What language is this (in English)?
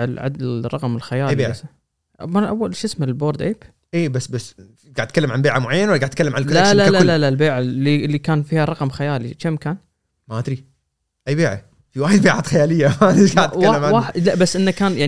Gulf Arabic